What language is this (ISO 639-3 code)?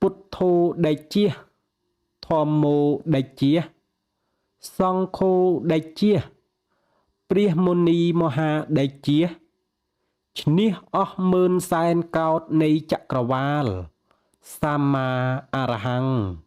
khm